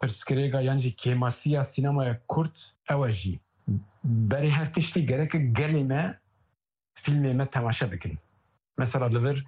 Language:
Kurdish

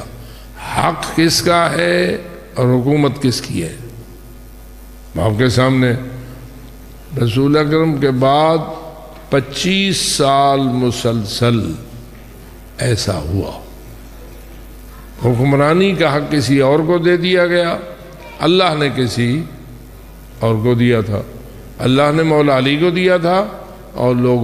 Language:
Urdu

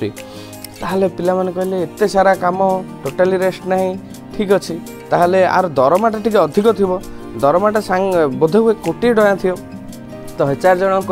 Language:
Odia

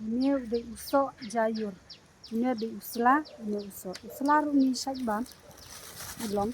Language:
Khasi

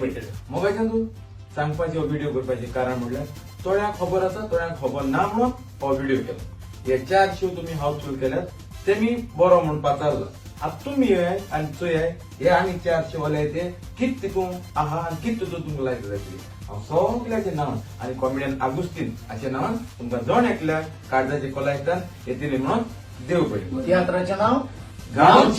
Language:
Konkani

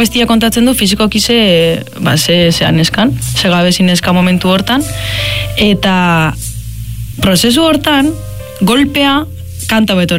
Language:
Basque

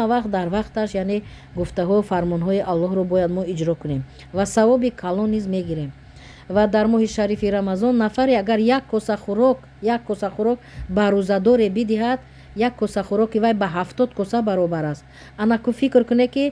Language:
Tajik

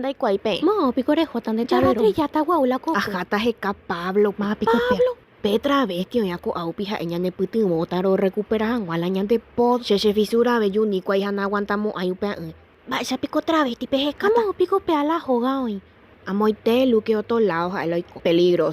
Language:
Guarani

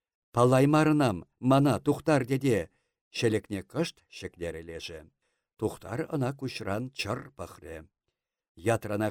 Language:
Chuvash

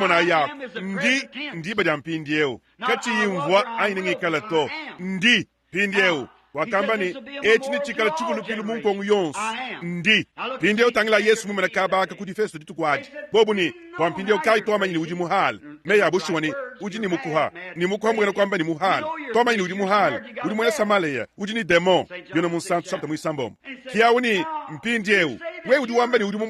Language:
Luba-Lulua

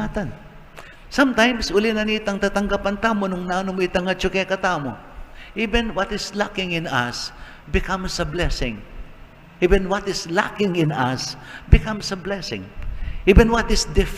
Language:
Pampanga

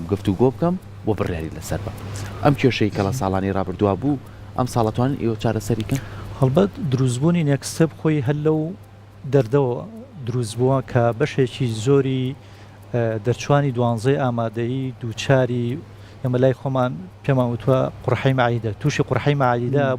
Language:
Central Kurdish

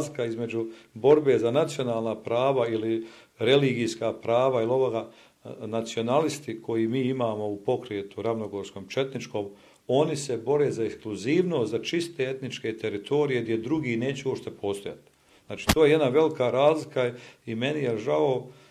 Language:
Bosnian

